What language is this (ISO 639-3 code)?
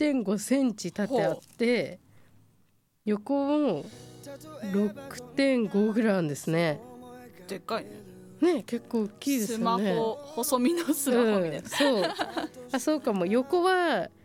jpn